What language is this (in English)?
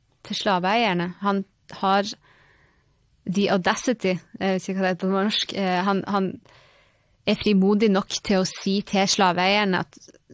Norwegian